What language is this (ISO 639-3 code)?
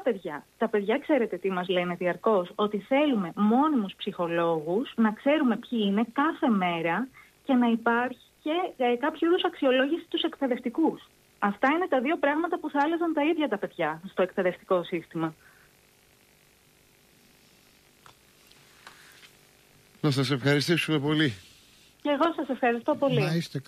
ell